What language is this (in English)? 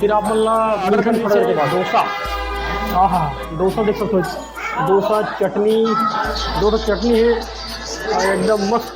Chhattisgarhi